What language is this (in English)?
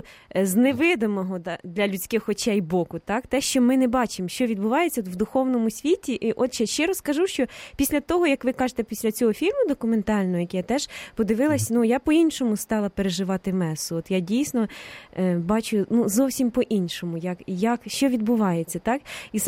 Ukrainian